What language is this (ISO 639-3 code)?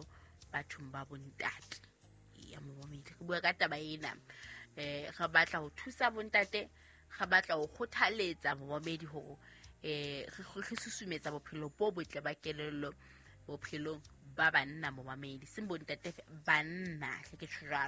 sot